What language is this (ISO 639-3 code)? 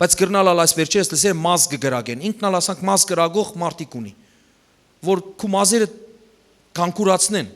hyw